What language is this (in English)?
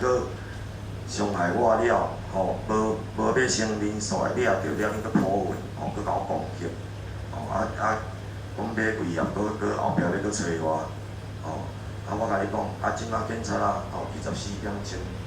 Min Nan Chinese